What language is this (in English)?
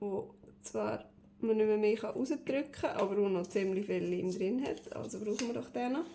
Swiss German